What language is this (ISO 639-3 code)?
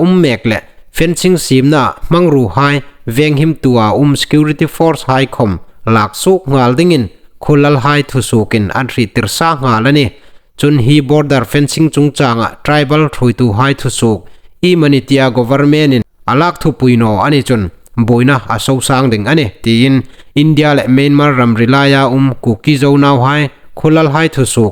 hmr